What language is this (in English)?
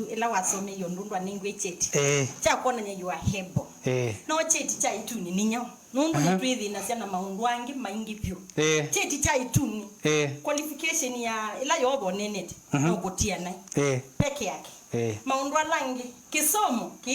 Kamba